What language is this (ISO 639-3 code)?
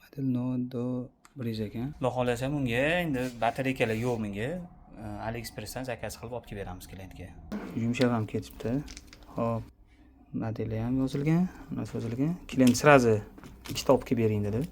uzb